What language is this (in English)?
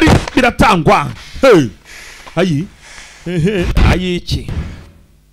Kinyarwanda